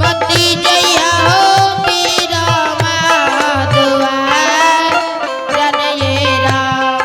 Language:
Angika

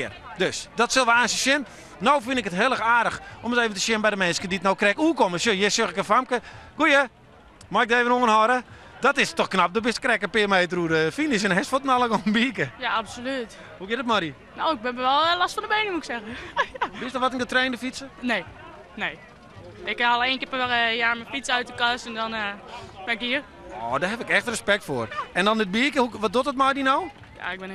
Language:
Western Frisian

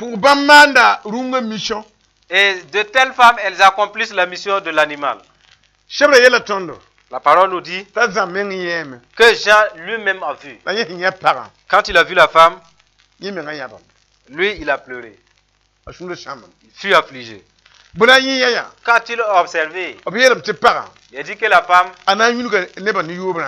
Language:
Mossi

